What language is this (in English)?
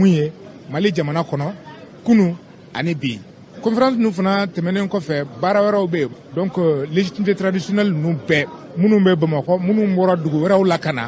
Bambara